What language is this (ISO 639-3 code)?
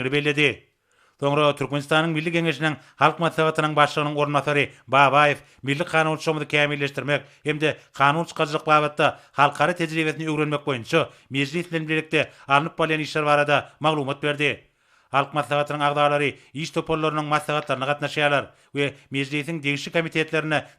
tuk